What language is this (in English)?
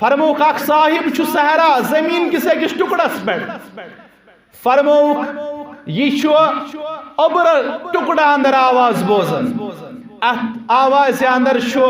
Kashmiri